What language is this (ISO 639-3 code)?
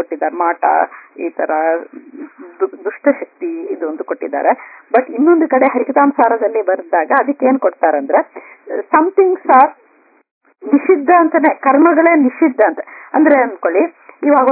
kan